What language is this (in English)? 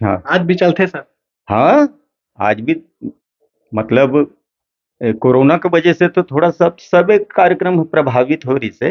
Chhattisgarhi